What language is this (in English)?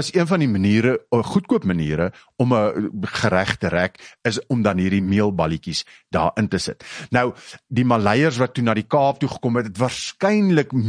Afrikaans